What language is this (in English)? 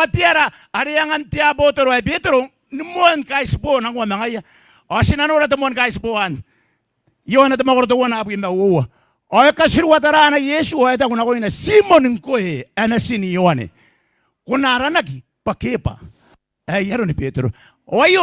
Gilbertese